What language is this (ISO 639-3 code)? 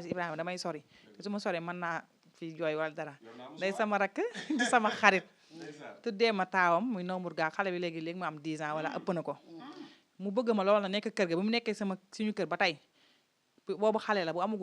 wol